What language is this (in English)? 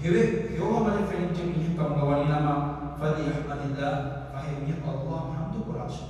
Divehi